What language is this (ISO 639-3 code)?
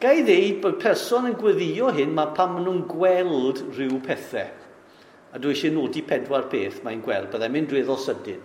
cym